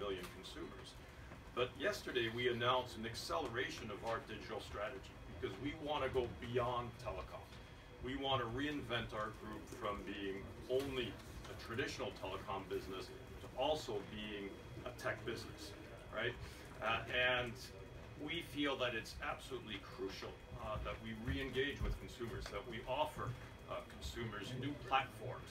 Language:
English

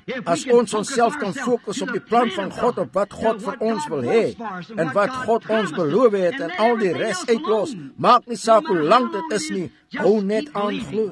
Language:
Afrikaans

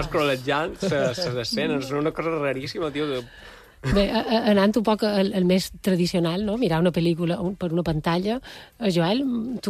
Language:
Catalan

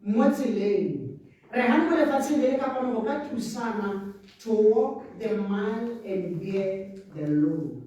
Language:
Tswana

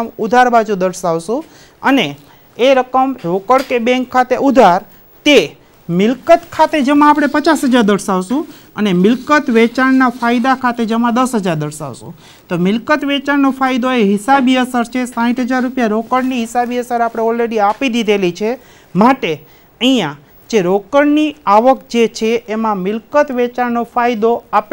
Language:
Gujarati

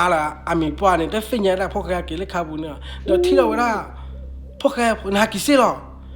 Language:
S'gaw Karen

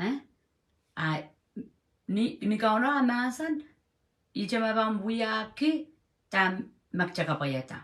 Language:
Pohnpeian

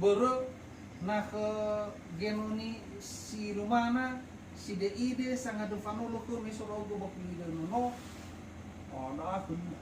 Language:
Nias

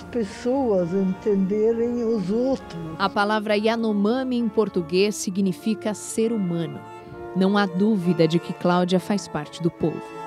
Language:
Portuguese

